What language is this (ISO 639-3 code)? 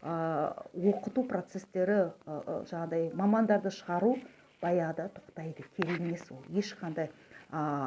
kaz